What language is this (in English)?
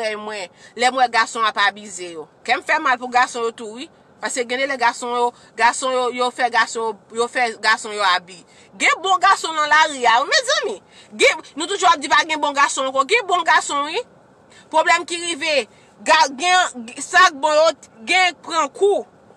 Haitian Creole